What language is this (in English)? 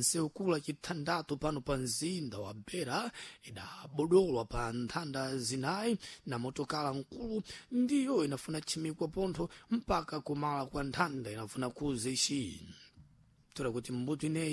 Sena